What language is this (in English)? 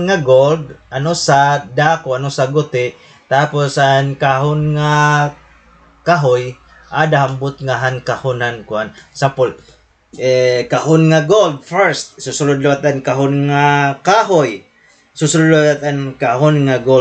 Waray